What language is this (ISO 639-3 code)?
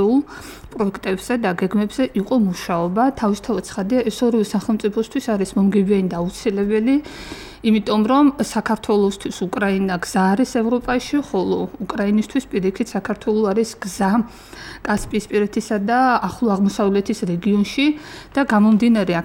kat